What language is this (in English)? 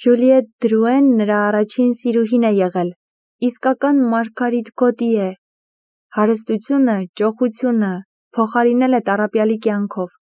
Armenian